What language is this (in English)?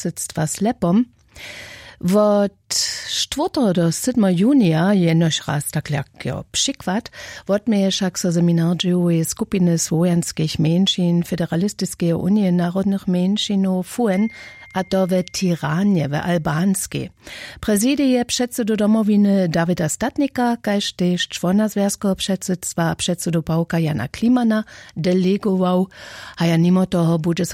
Upper Sorbian